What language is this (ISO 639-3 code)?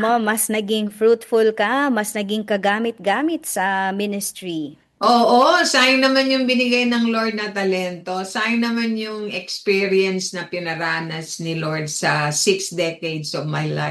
fil